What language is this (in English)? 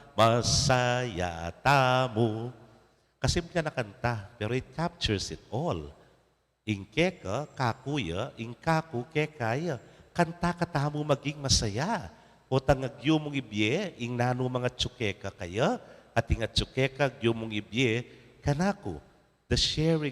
Pampanga